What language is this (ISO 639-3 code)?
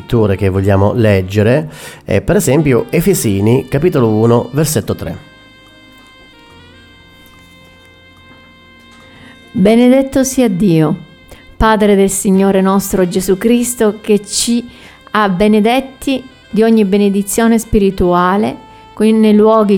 ita